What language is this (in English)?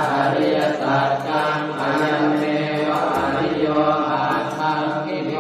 Pali